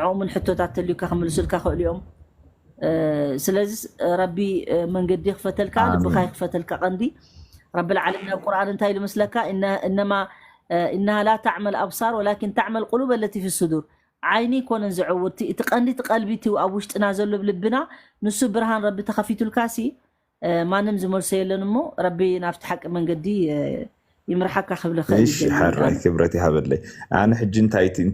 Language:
Tigrinya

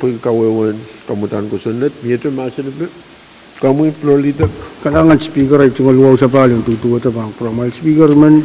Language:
Pohnpeian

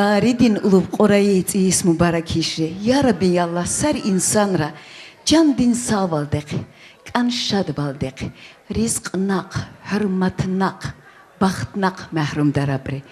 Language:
Tabassaran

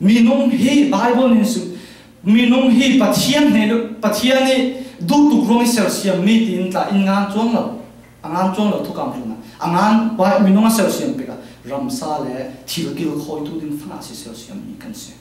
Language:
Falam Chin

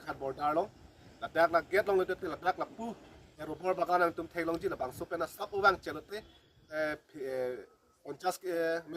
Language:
Karbi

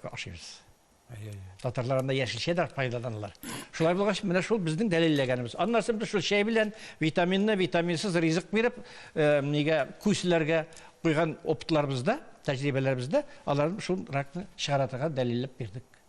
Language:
Tatar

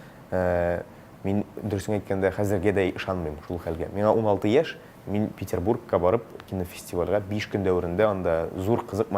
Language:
Tatar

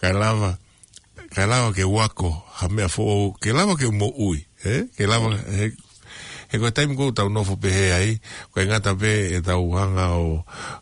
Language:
Tongan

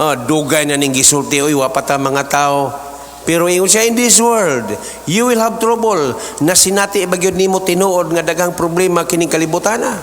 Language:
Cebuano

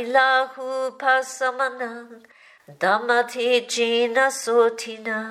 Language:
Pali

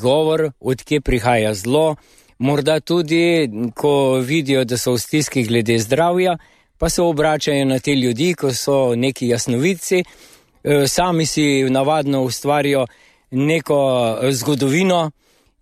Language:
Slovenian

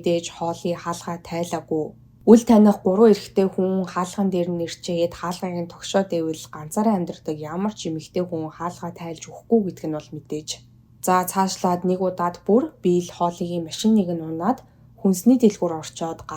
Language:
Mongolian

